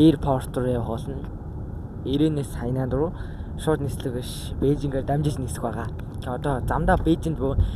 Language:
Mongolian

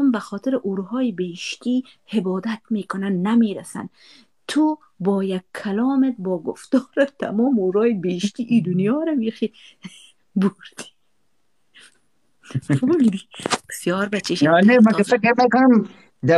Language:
Persian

